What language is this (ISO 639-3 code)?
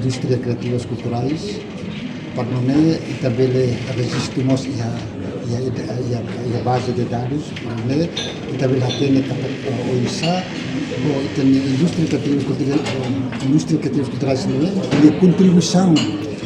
tet